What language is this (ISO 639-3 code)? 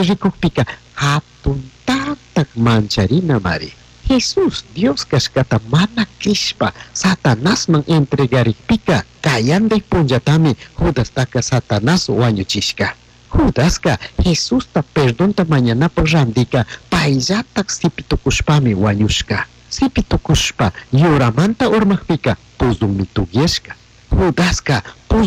qug